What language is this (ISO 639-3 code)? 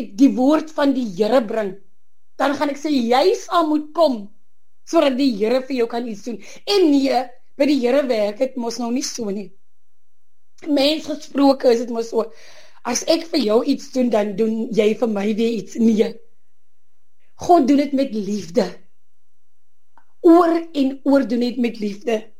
afr